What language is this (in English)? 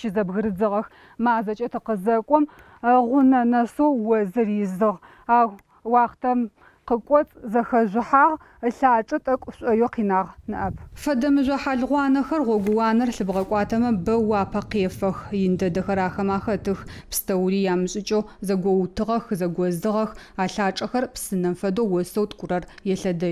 Adyghe